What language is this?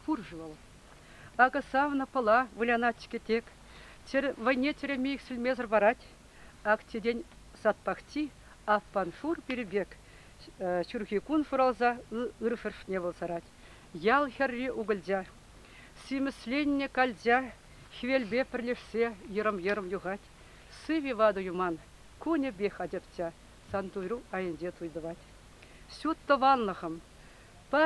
Chuvash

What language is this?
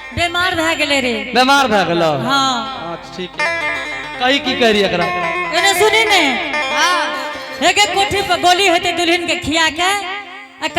Angika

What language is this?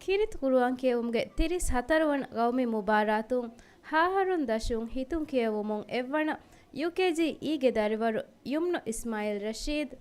Divehi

